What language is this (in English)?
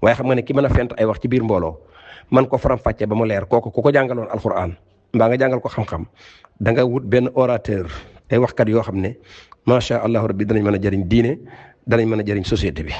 Wolof